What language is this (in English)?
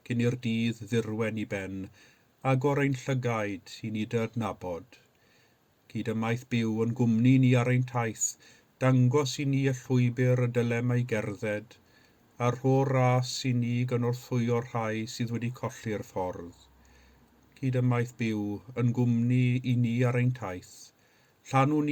Welsh